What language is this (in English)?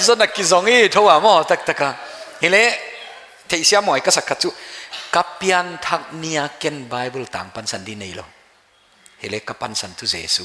Paite Chin